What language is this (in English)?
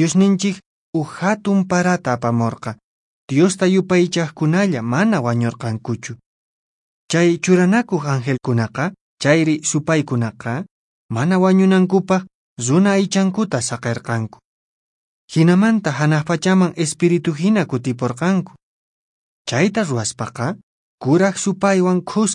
Quechua